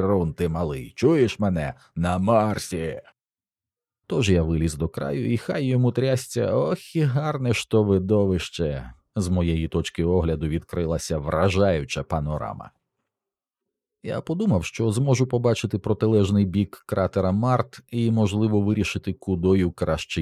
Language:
Ukrainian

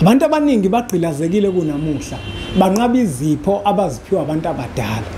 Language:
Zulu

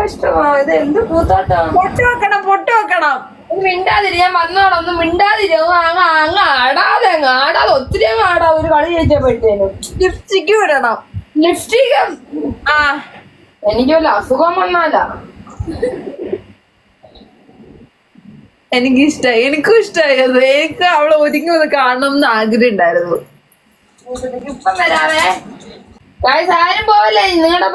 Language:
Malayalam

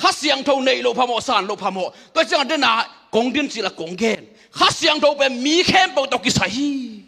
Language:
Tedim Chin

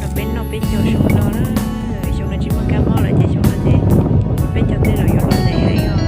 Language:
Hmong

